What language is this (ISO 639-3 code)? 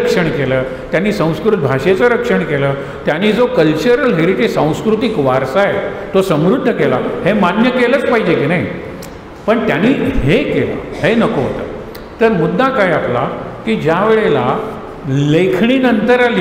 mar